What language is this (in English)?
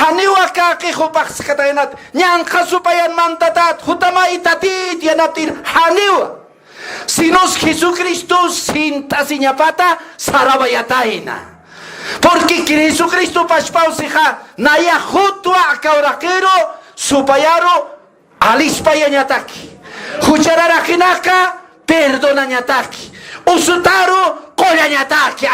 Aymara